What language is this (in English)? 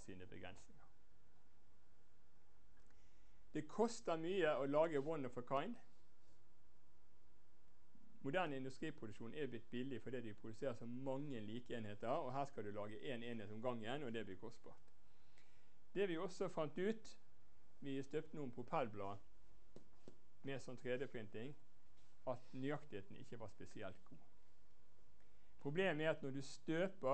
Norwegian